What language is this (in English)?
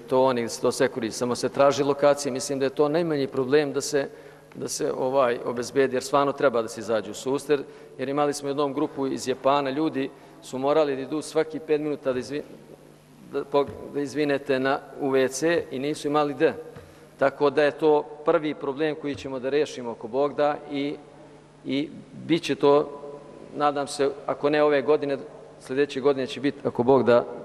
Serbian